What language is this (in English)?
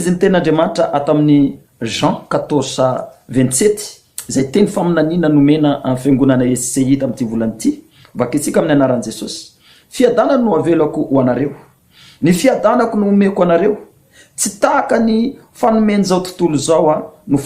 Malagasy